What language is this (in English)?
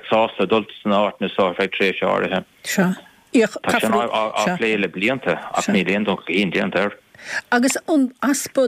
Irish